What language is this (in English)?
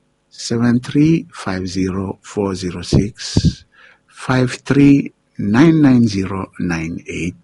Bislama